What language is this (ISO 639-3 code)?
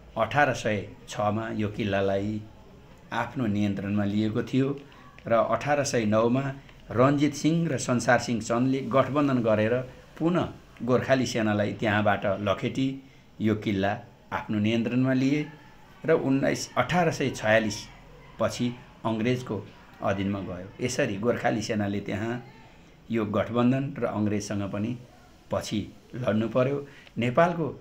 nep